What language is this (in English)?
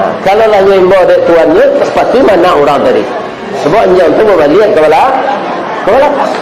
Minangkabau